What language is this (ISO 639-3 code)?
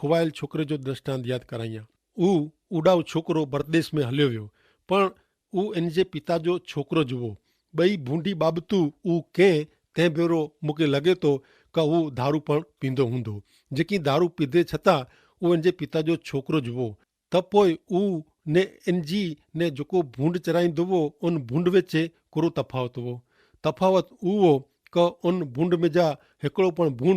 kfr